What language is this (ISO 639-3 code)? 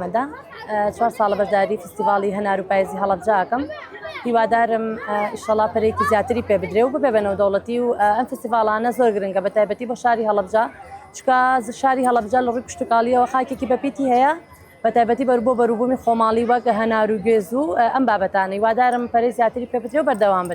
ckb